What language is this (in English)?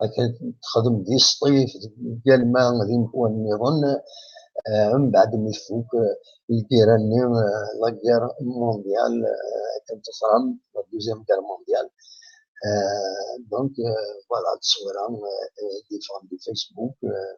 Kabyle